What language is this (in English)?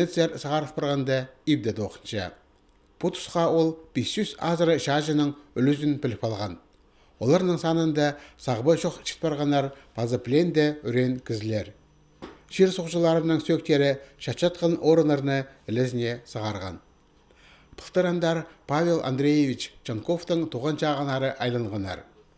Khakas